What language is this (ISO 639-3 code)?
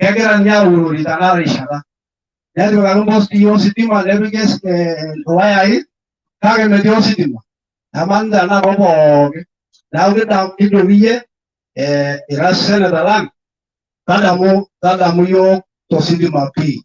mas